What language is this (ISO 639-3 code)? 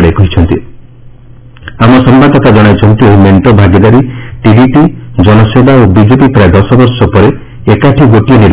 ori